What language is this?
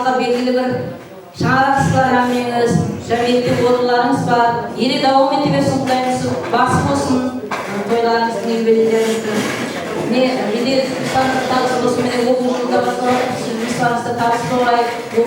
Kara-Kalpak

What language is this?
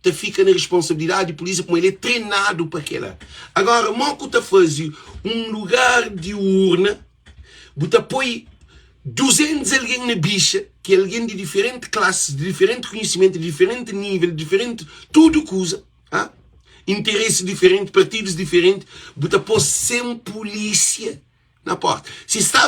Kabuverdianu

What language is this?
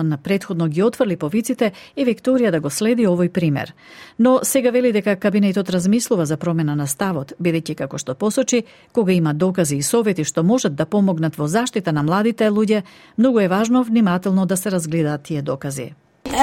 Macedonian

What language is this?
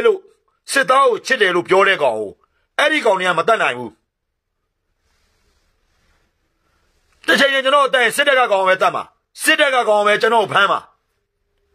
Burmese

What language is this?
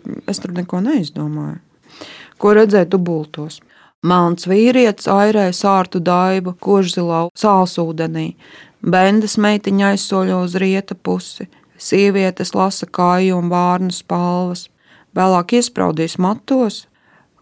Latvian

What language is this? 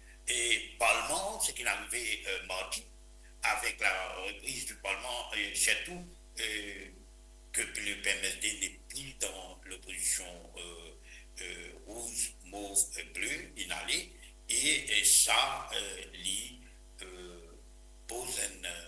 Morisyen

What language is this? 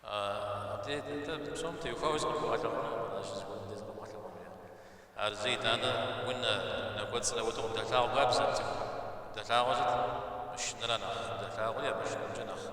Kabardian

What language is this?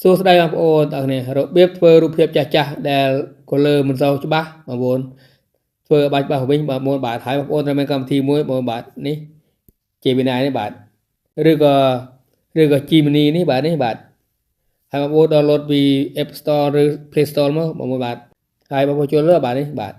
Khmer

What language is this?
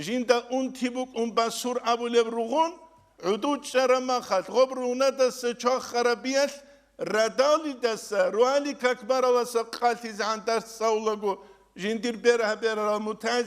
Avaric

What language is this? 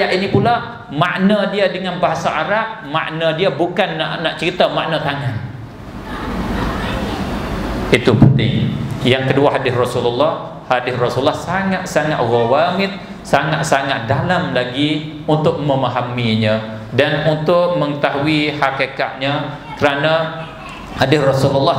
Malay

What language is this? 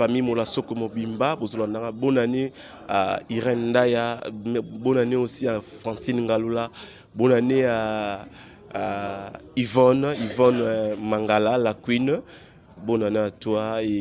Lingala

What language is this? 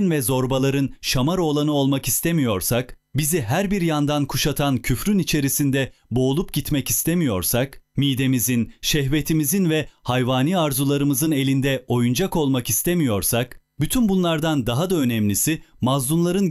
Turkish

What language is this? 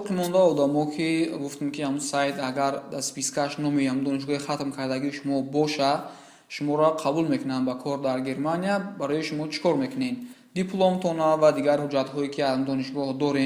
Tajik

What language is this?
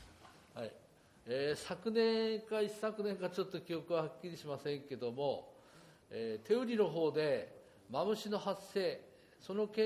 Japanese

